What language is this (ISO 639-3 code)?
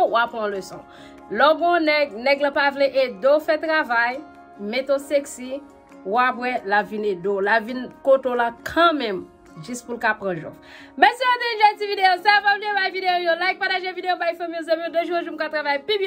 hat